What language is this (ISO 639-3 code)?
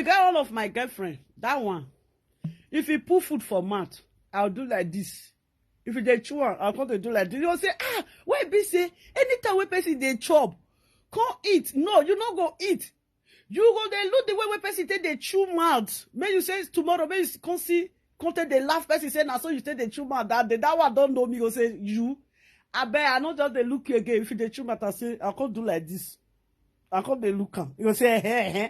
pcm